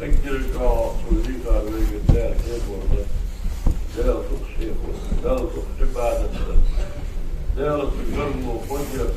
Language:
Ingush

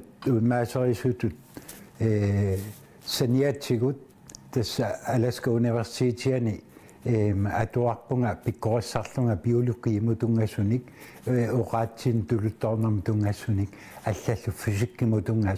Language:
Kalaallisut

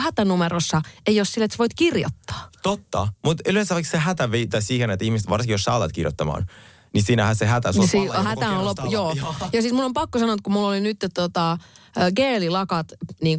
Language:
Finnish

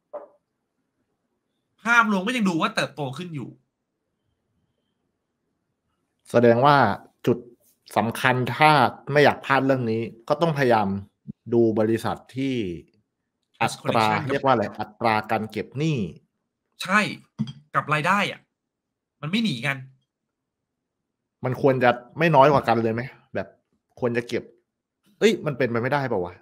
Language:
Thai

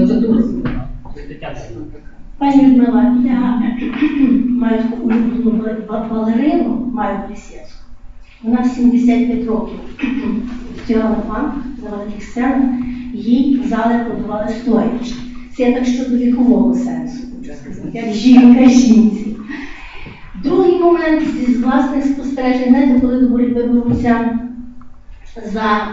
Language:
Ukrainian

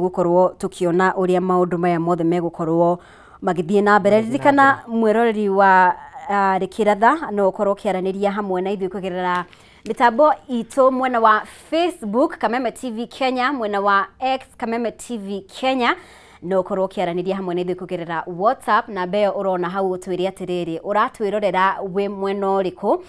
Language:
Kikuyu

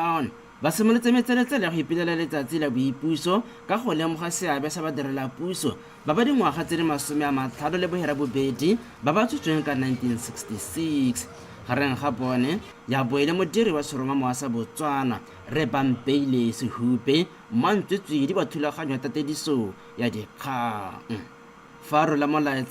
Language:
Tswana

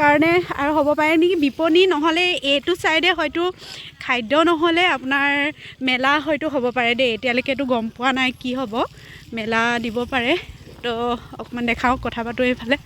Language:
Assamese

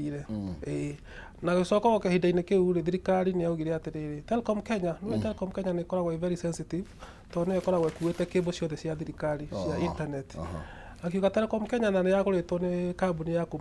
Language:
Kikuyu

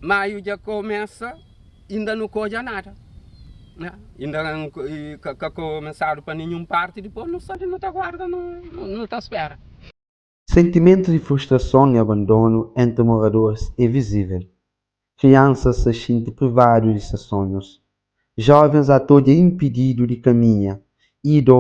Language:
Kabuverdianu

